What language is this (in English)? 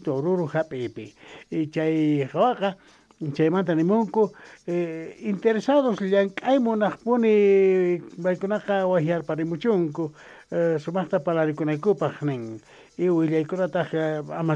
South Bolivian Quechua